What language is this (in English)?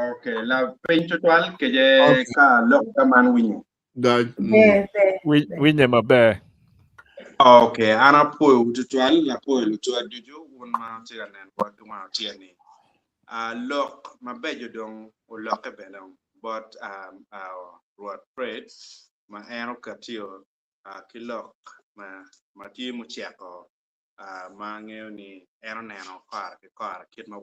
Acoli